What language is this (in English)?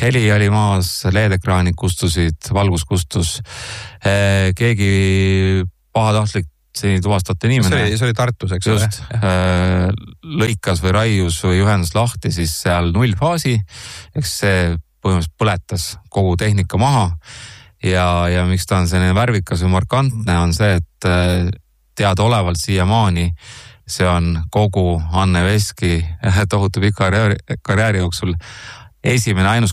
Estonian